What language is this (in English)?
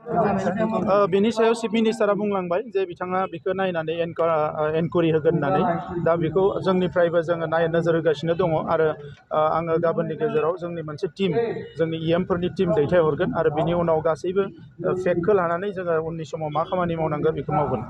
Bodo